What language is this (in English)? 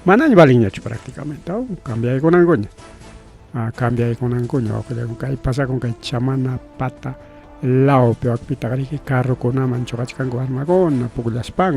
Ayacucho Quechua